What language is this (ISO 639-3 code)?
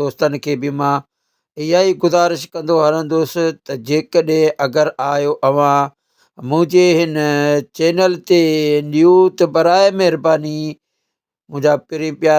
snd